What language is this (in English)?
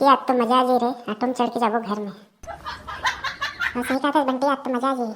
Chhattisgarhi